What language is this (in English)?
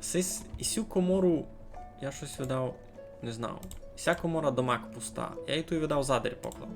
Rusyn